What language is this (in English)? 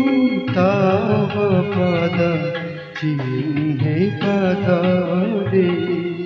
Odia